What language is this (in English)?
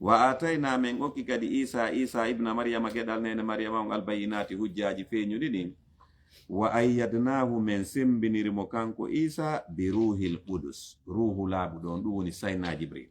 Fula